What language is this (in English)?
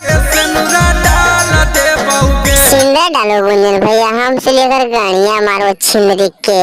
Magahi